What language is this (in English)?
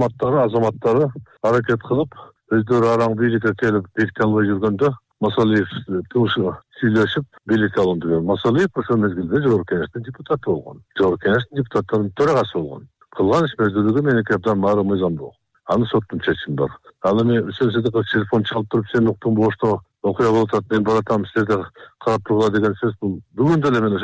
Kyrgyz